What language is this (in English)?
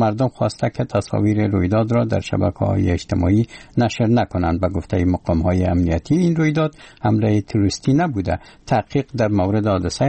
Persian